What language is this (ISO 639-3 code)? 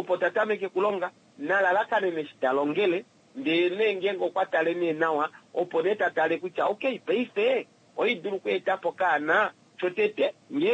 kua